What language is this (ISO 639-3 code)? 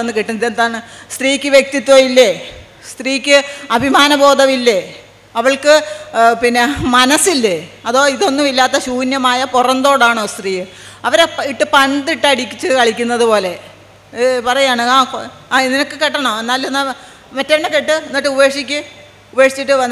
mal